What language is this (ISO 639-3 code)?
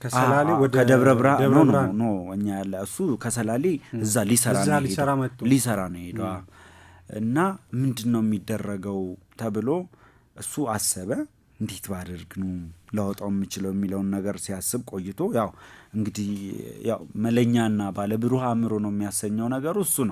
amh